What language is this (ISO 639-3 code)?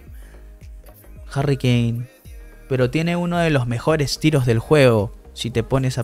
spa